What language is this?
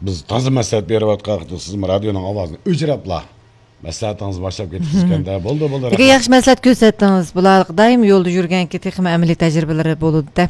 Uyghur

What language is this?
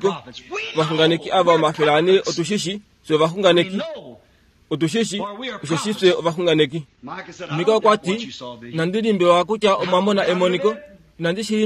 Kuanyama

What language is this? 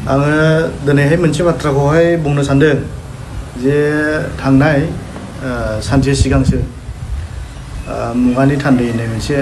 Bodo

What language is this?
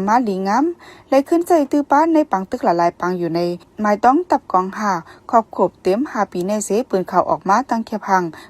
Shan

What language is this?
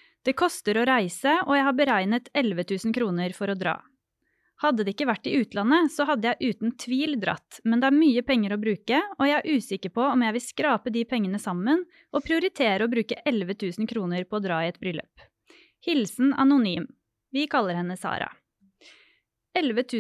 Norwegian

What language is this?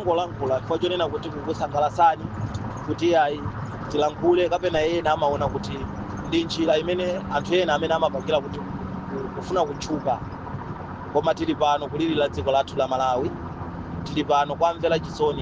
Nyanja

